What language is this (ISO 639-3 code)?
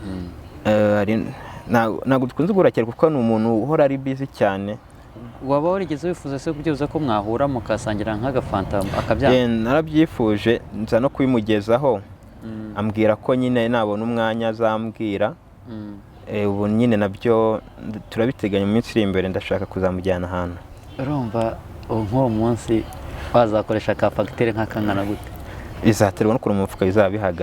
kin